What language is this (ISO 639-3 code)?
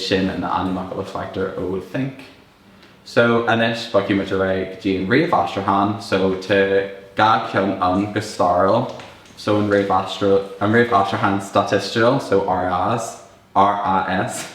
gle